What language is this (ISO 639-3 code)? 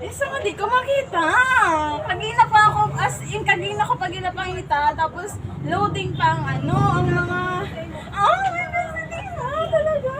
hil